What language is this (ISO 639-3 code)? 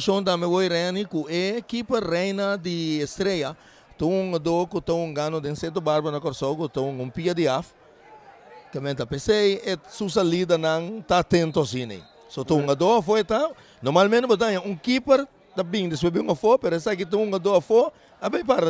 pap